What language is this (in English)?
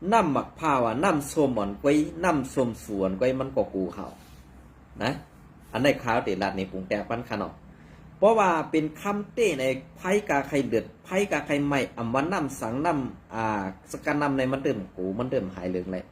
Shan